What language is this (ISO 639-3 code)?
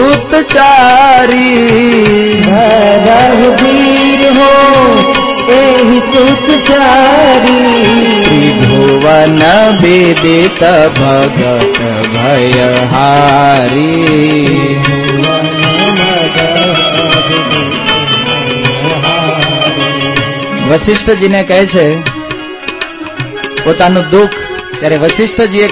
guj